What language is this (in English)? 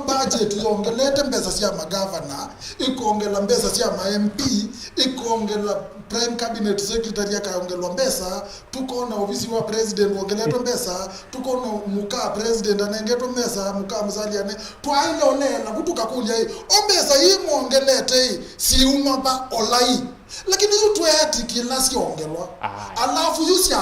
Kamba